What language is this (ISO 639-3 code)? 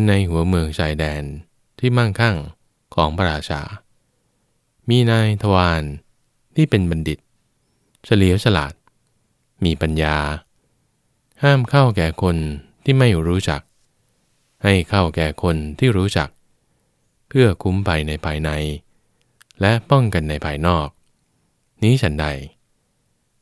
tha